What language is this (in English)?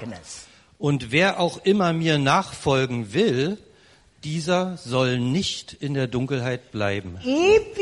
German